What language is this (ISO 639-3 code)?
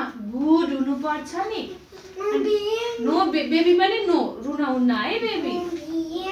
nep